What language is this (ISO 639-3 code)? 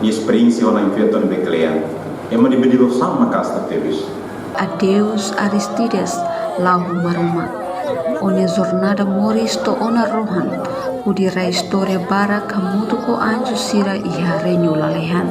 tet